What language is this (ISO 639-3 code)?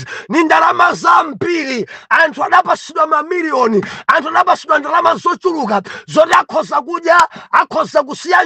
nya